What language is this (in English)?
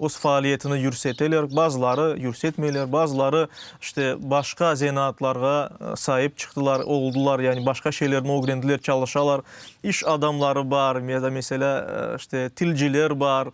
Crimean Tatar